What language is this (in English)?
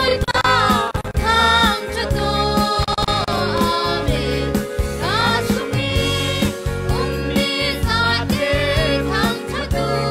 Falam Chin